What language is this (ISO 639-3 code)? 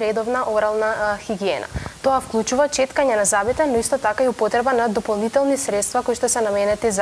mkd